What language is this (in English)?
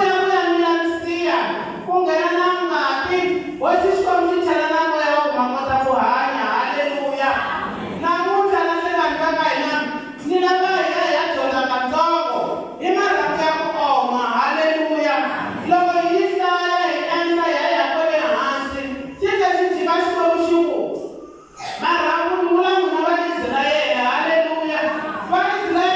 Tsonga